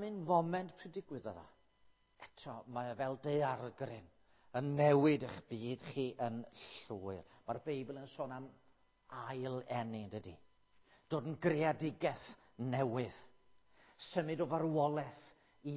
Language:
Welsh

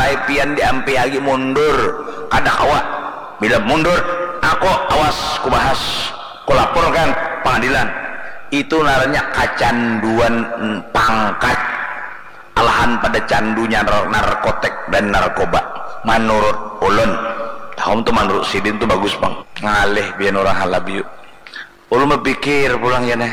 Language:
Banjar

